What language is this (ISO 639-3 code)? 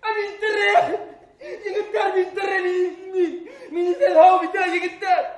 bak